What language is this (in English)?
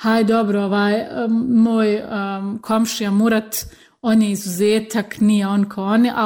Bosnian